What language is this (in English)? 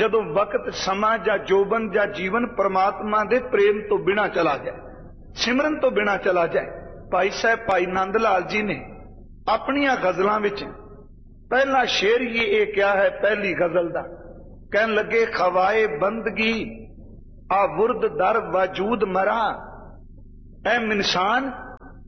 Punjabi